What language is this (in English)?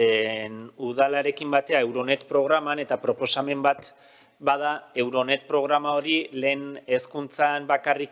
Basque